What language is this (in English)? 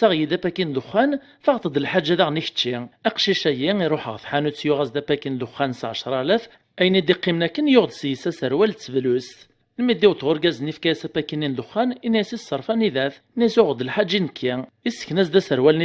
Kabyle